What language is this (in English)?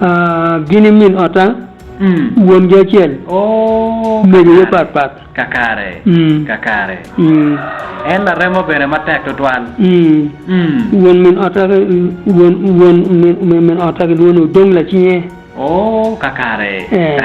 Acoli